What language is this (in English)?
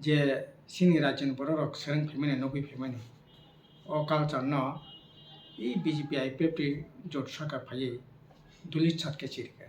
Kok Borok